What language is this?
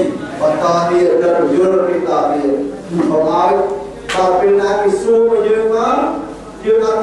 Khmer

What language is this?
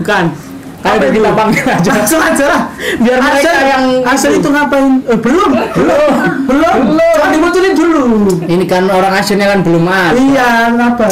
Indonesian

